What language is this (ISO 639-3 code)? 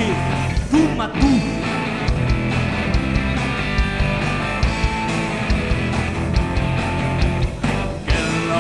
est